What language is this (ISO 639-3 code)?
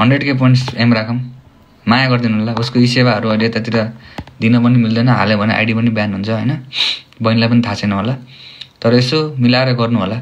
nep